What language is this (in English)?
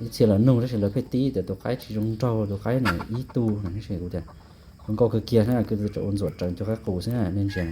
Hmong